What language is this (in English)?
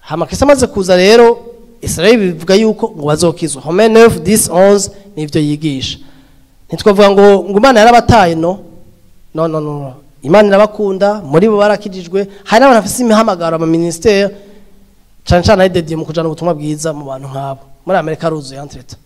Rundi